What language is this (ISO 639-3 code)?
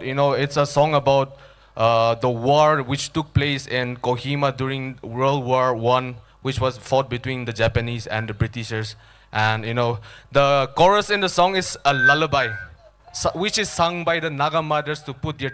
nmf